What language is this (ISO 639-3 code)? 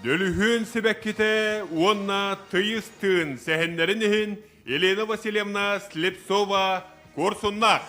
sah